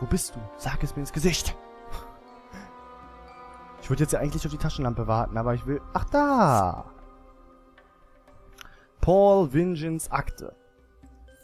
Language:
German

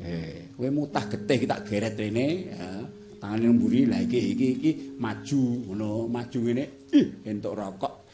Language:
Javanese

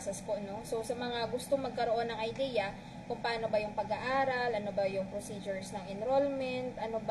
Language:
Filipino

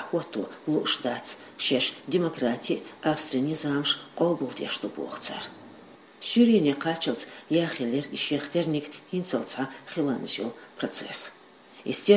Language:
Chechen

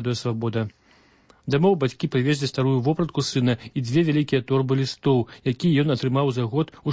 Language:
Belarusian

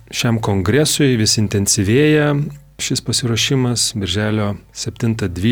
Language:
Lithuanian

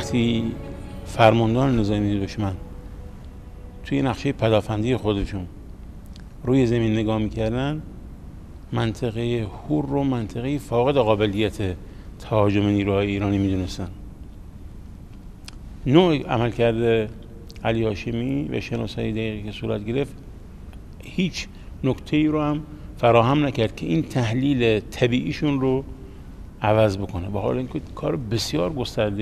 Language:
Persian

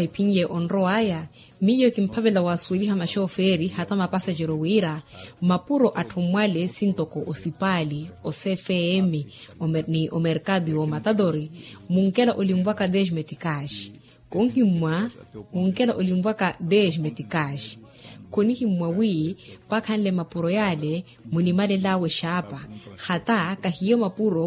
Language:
Makhuwa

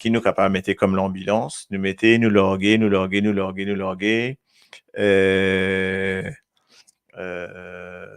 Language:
Morisyen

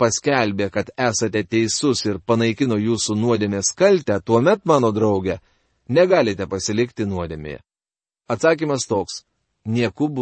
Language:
Lithuanian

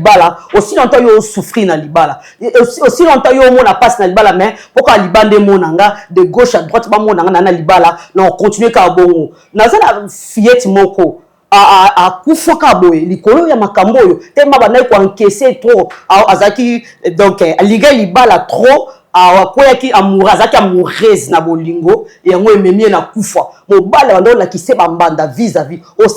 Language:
Lingala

